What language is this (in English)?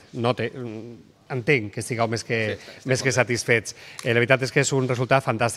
Catalan